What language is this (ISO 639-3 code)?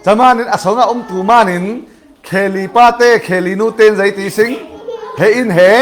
cfm